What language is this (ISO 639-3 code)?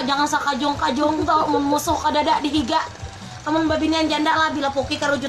bjn